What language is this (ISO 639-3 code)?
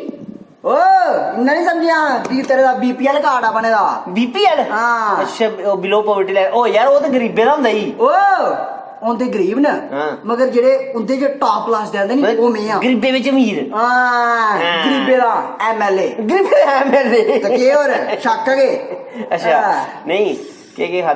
doi